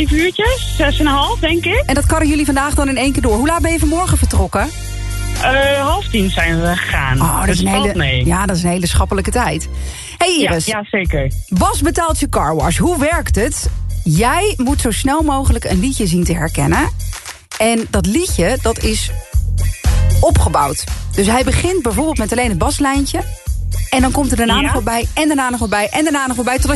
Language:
Dutch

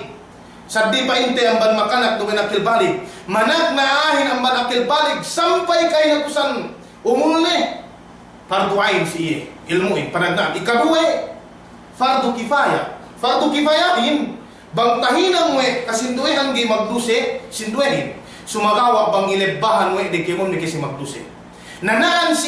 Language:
Yakan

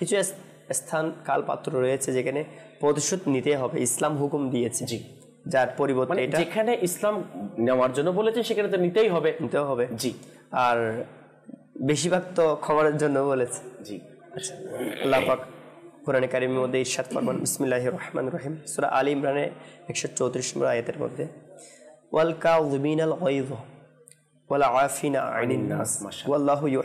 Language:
Bangla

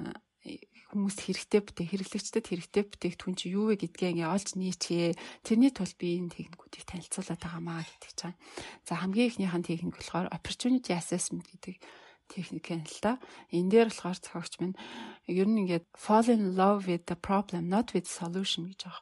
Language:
Mongolian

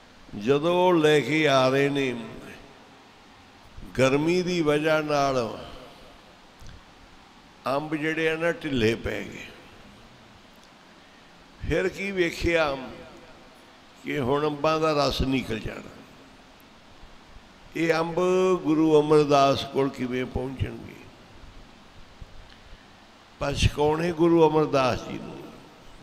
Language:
Punjabi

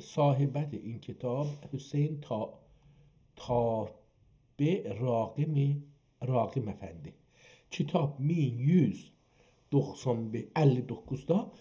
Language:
South Azerbaijani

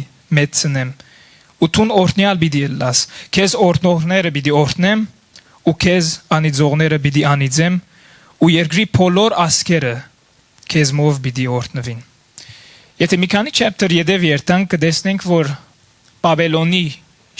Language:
Western Armenian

